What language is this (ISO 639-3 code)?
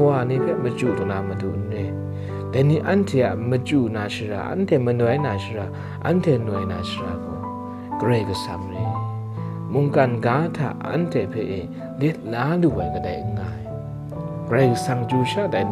kac